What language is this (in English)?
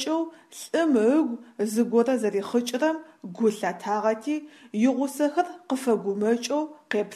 Adyghe